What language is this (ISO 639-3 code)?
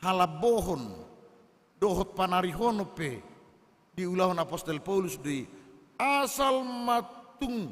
bbc